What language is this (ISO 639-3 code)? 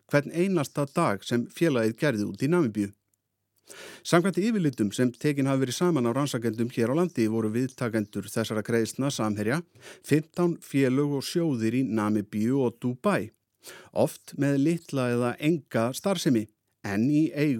isl